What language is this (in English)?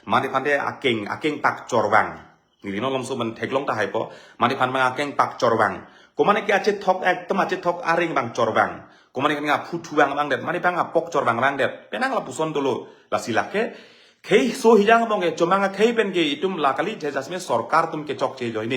Karbi